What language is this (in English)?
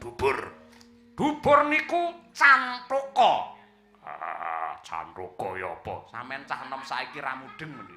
Javanese